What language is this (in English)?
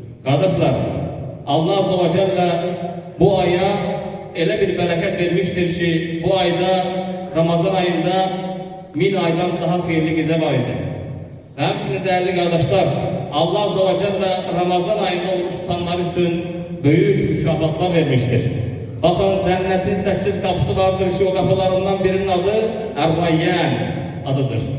Azerbaijani